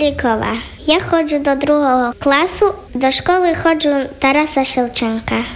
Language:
Ukrainian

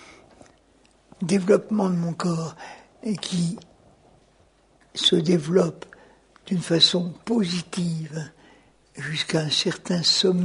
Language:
French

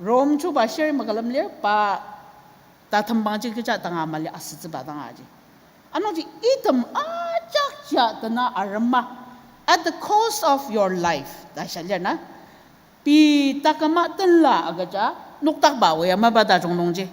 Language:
Ao Naga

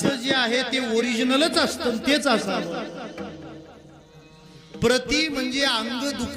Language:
Marathi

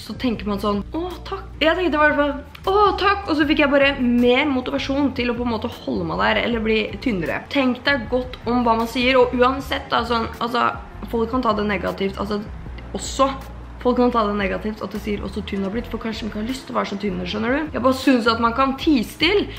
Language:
Norwegian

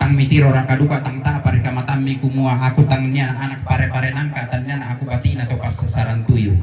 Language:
Toraja-Sa'dan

